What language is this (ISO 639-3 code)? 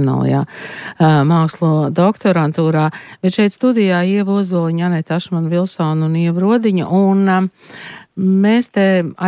lav